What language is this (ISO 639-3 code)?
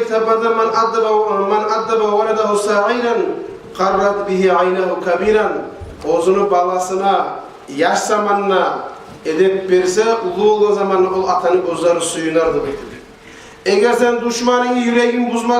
kum